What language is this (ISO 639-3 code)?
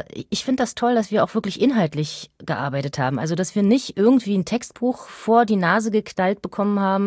deu